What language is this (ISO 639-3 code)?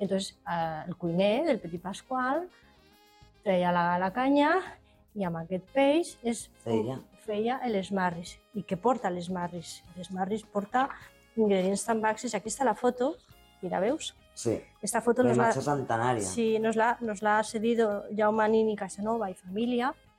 cat